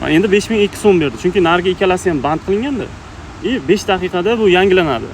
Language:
Uzbek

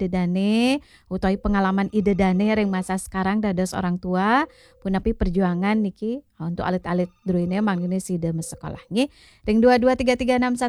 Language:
Balinese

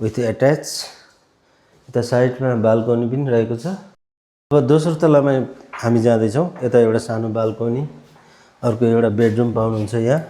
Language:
Nepali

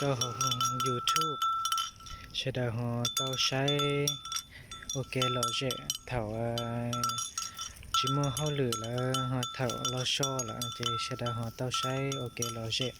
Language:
Hmong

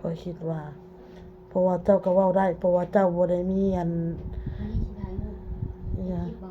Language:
Lao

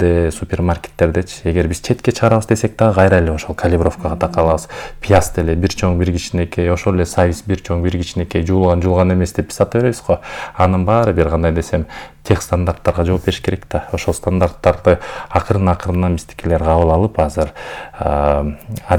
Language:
Kyrgyz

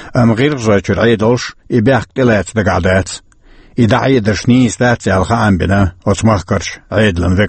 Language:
Chechen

